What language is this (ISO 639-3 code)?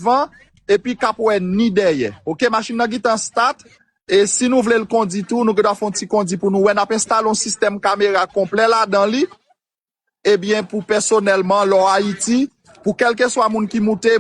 hat